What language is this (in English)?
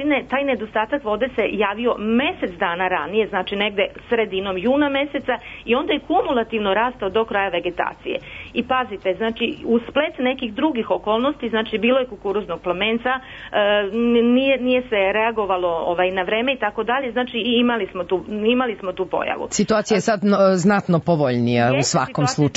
Serbian